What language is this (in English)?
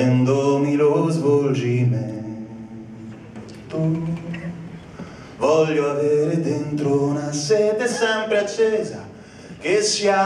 Italian